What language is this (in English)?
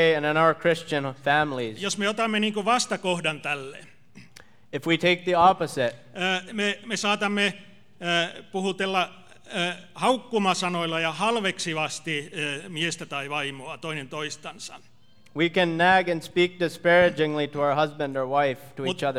Finnish